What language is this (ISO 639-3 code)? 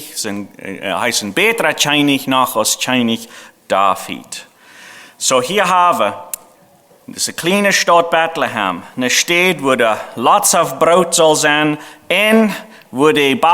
pdt